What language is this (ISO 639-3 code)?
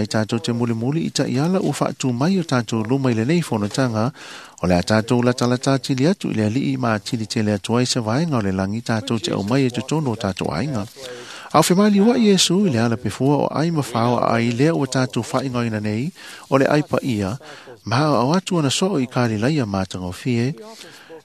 smo